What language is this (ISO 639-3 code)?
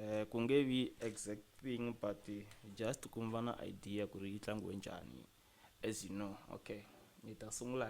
tso